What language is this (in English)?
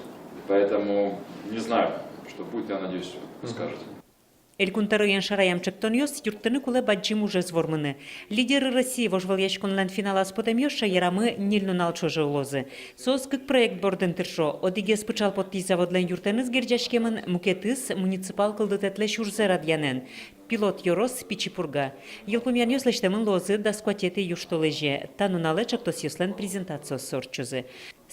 Udmurt